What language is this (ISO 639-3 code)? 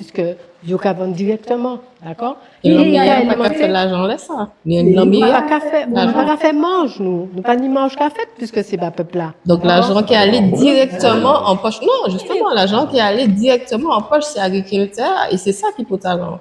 gcf